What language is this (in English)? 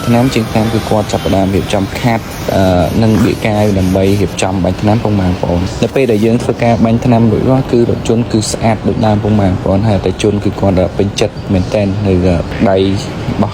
Khmer